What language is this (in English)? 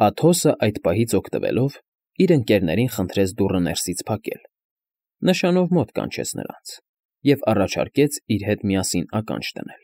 Armenian